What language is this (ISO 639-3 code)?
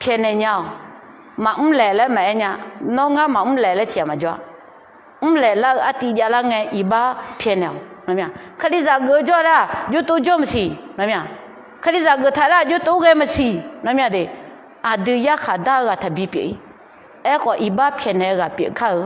ahk